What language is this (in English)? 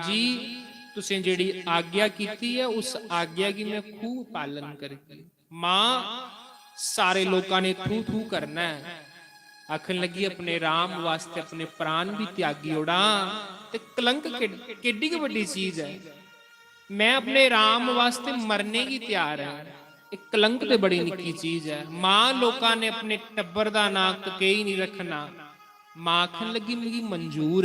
Dogri